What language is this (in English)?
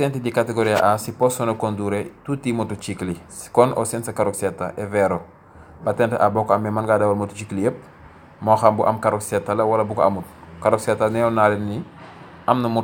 Wolof